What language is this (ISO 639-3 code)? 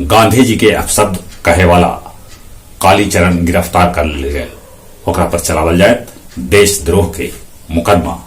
mag